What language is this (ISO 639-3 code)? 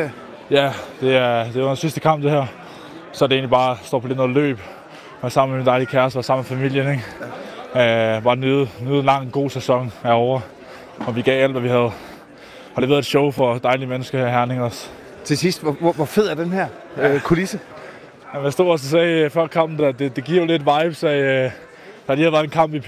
dan